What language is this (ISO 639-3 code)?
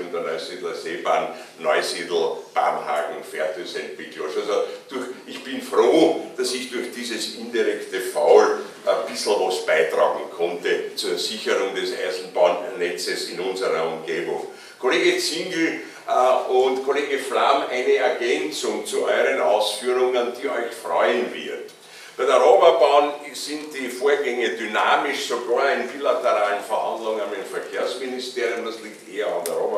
deu